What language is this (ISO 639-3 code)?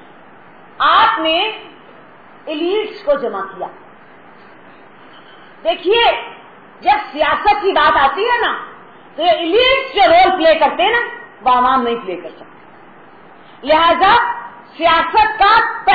urd